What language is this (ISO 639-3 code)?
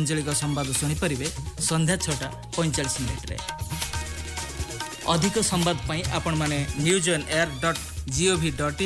ori